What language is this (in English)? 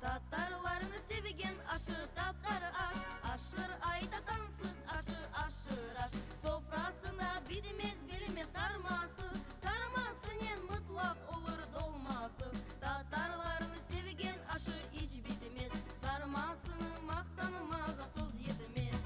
Crimean Tatar